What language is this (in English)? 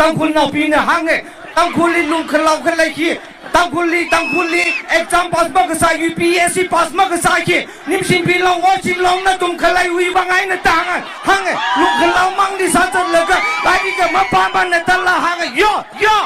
Tangkhul Naga (India)